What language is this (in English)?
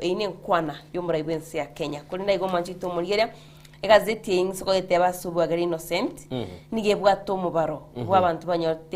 Gusii